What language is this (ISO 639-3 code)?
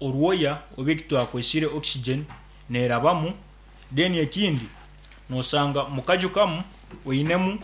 nyn